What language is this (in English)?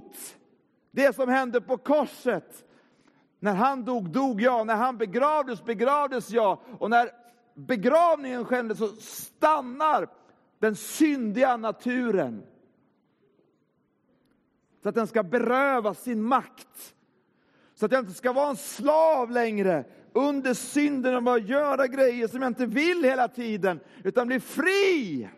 Swedish